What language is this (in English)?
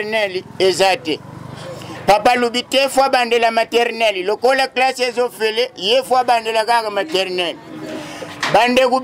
Lingala